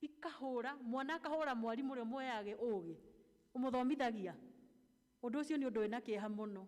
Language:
Kikuyu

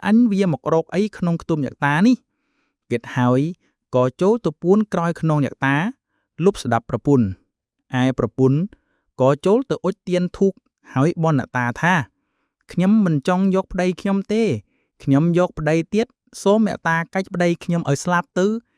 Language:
Khmer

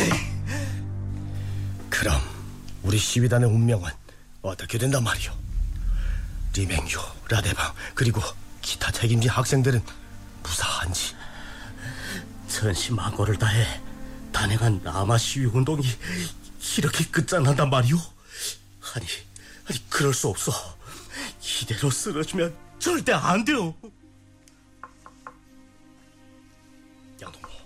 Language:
Korean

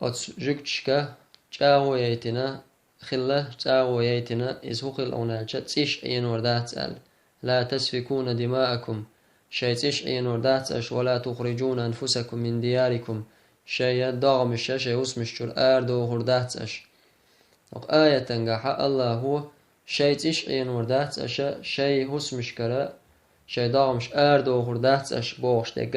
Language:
Chechen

